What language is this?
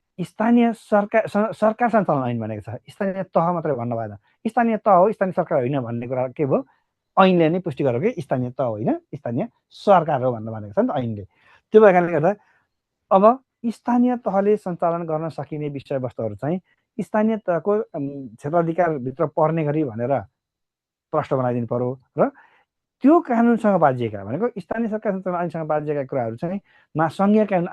Nepali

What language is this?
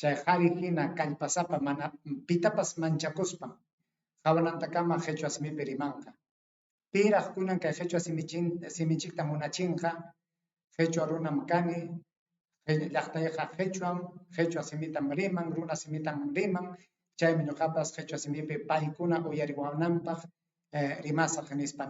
Ayacucho Quechua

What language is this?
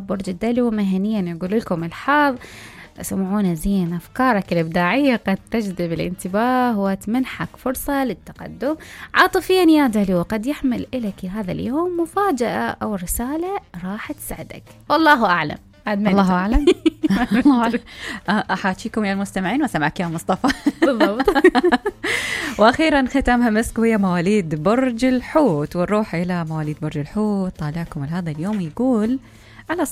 Mesopotamian Arabic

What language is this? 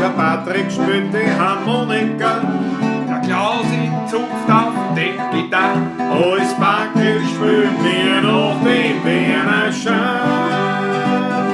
Bavarian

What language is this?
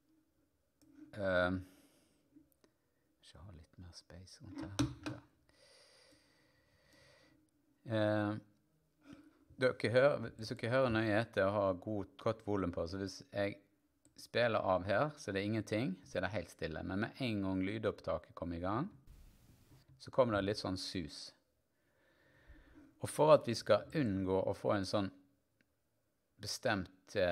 Norwegian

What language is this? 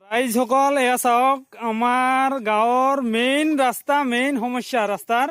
Assamese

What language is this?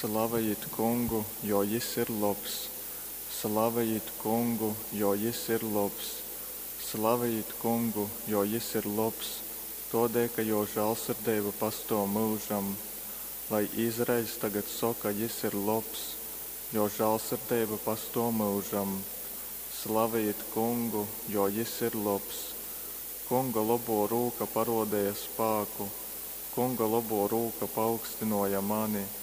Latgalian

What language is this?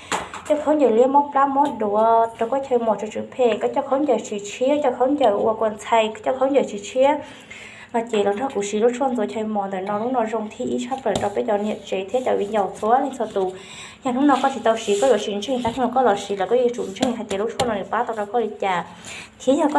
Hmong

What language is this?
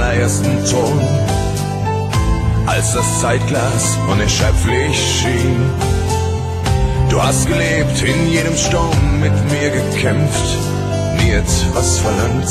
German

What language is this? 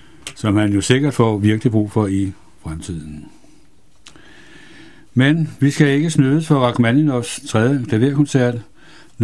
Danish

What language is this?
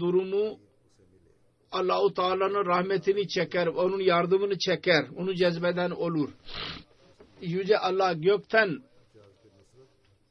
Turkish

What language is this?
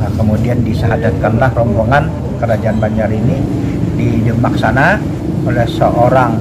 Banjar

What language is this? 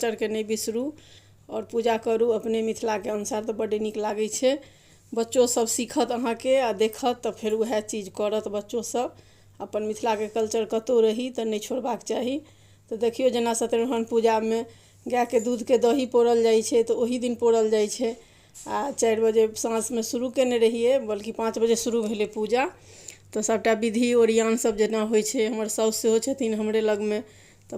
Maithili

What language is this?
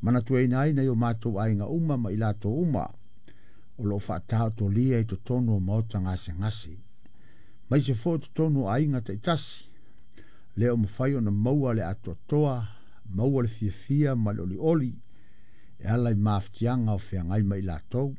Samoan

